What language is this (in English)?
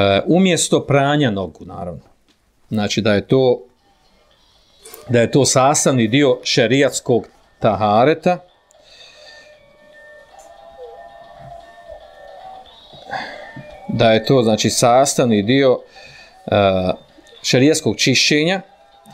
Bosnian